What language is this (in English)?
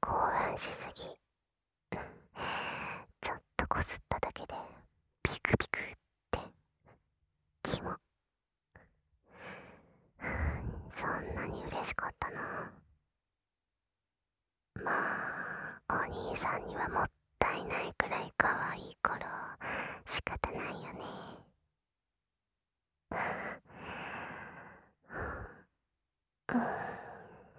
Japanese